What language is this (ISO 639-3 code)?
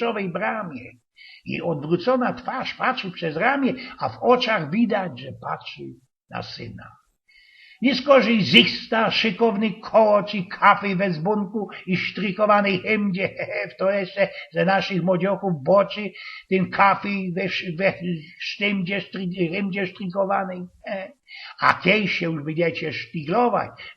szl